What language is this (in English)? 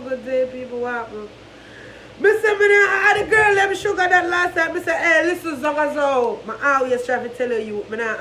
Jamaican Creole English